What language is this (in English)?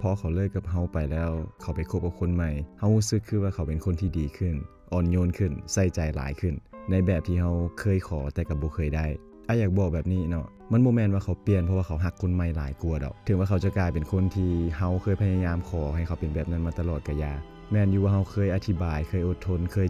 Lao